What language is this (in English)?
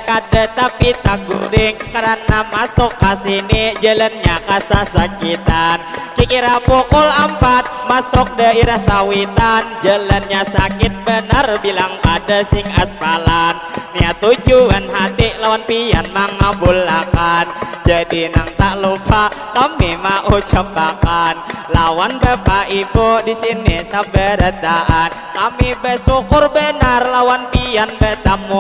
Banjar